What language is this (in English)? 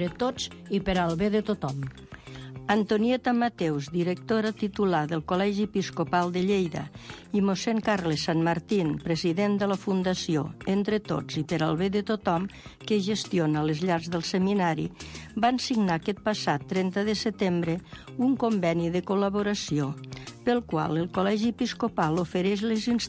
Catalan